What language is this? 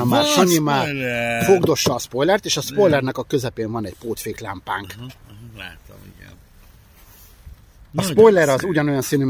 Hungarian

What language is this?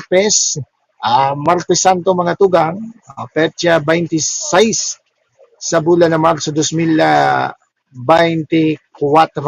Bikol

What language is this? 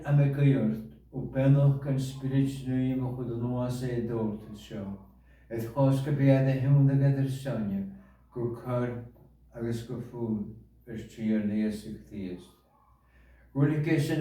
Scottish Gaelic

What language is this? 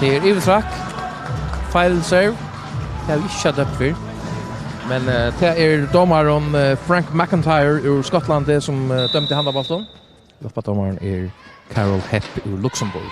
Faroese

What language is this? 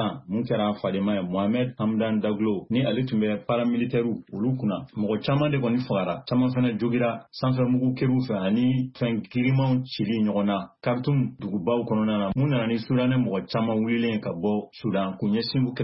Bambara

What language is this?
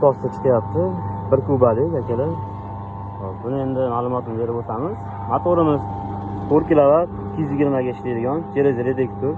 Uzbek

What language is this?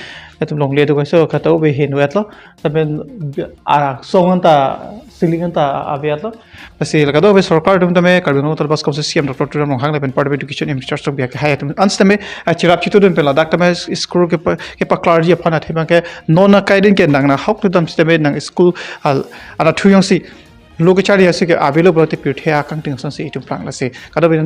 Karbi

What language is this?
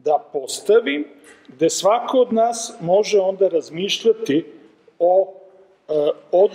Serbian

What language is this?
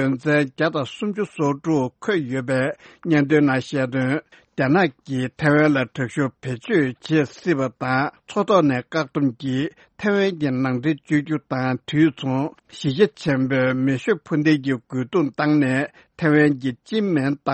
Tibetan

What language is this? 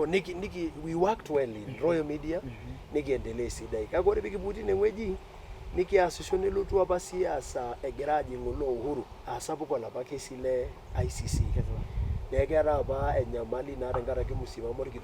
Masai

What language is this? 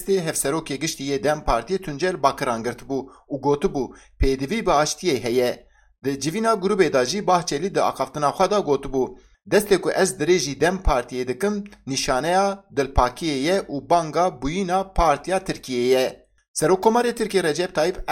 Kurdish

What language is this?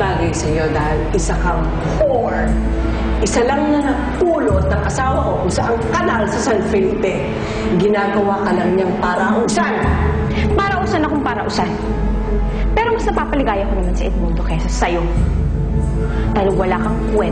Filipino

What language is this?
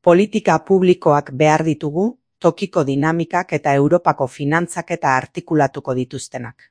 Basque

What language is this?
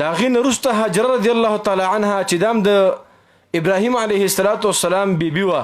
Pashto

